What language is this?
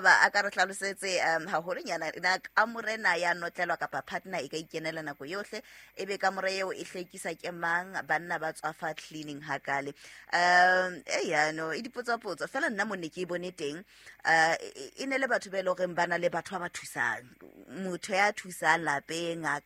Southern Sotho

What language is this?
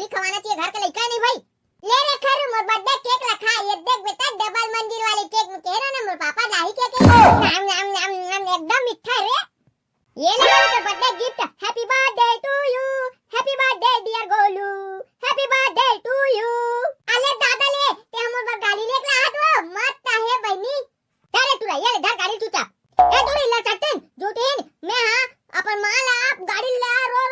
Chhattisgarhi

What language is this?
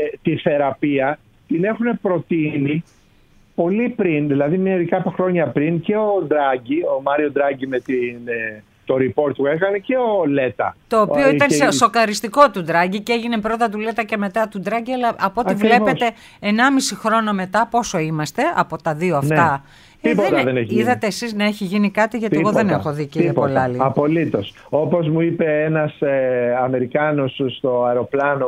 Greek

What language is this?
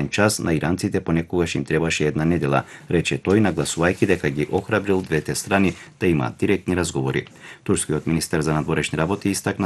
Macedonian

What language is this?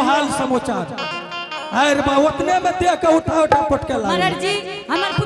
Angika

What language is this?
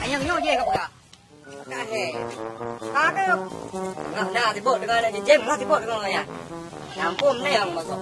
Achinese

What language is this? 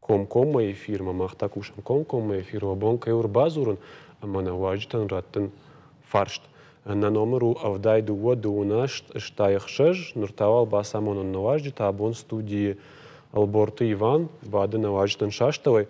Ossetic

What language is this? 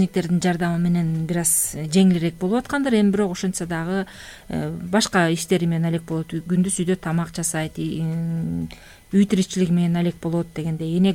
Kyrgyz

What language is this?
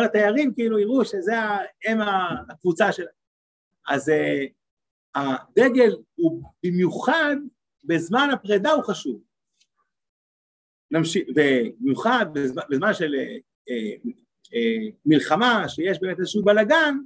Hebrew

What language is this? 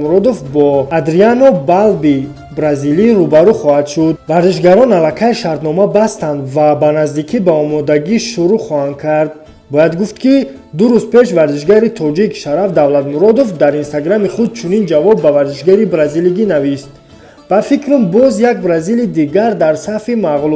Tajik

